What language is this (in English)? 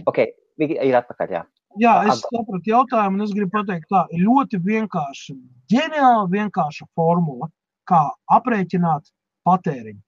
Latvian